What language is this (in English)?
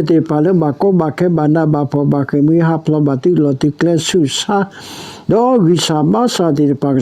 S'gaw Karen